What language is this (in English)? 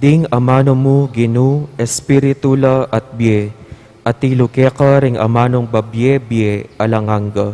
Pampanga